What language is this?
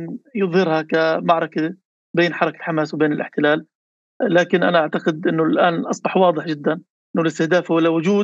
North Levantine Arabic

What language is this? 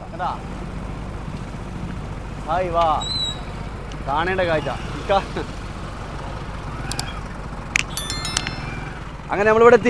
Malayalam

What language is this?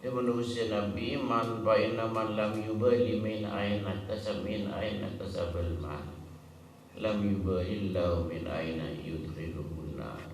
Madurese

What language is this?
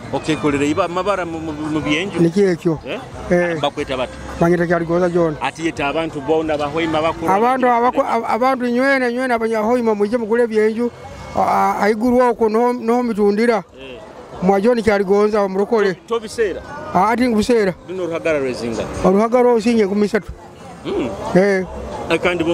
Nyoro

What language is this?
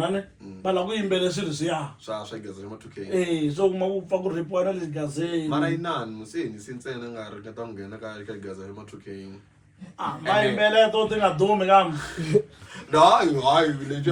Tsonga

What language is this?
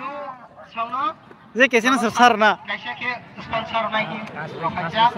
Kok Borok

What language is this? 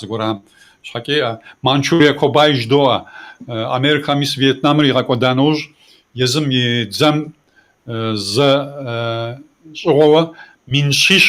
Kabardian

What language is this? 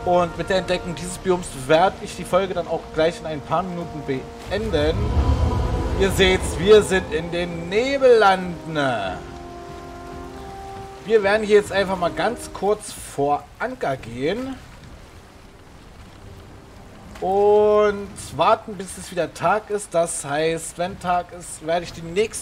German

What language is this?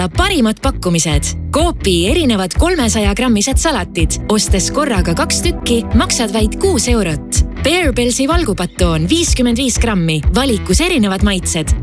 Estonian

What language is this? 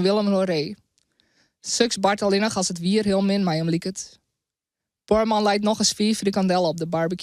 Western Frisian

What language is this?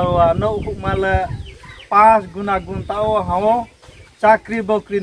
Riang (India)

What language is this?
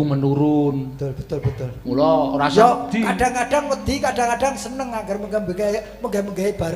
Javanese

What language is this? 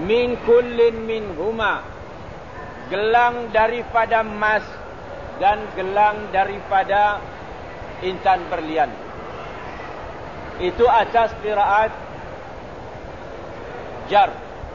Malay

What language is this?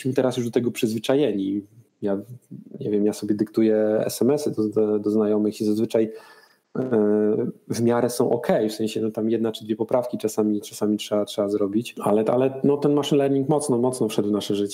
Polish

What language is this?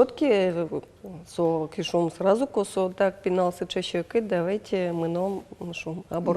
Udmurt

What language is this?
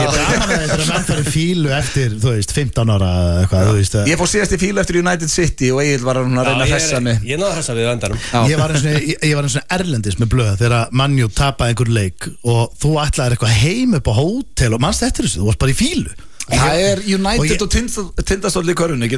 Icelandic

